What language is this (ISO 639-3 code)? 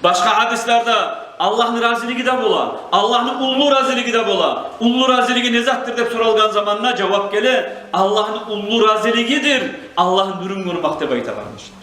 kum